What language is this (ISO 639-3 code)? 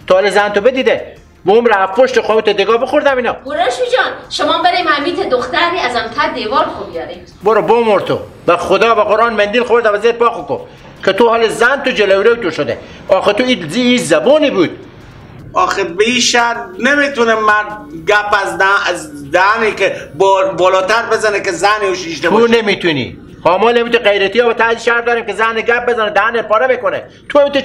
fas